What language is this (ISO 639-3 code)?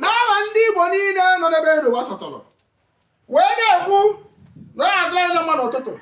ibo